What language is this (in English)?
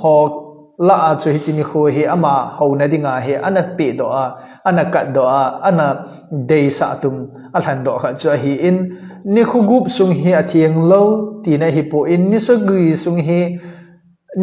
Thado Chin